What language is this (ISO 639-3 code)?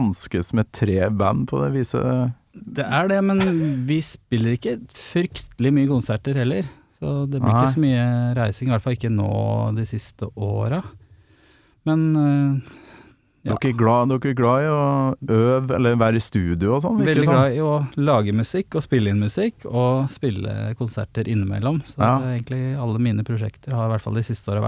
nor